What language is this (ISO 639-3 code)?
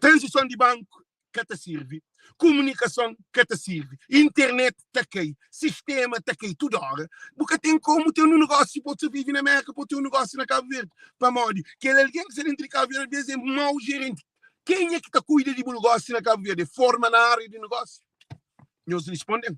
kea